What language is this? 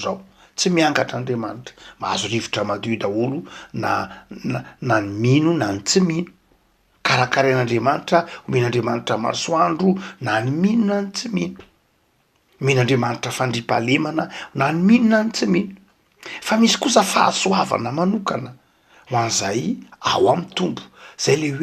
Malagasy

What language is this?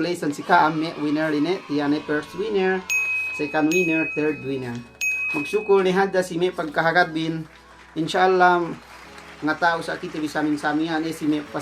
Yakan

